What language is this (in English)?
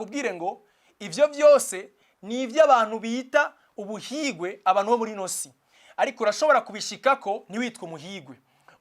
Rundi